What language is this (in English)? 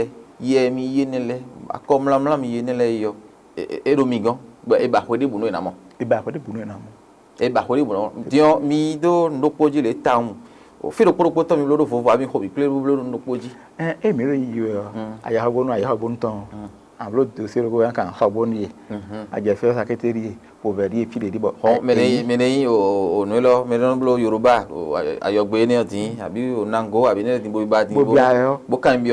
Fon